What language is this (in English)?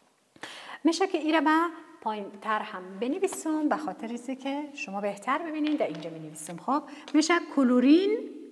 Persian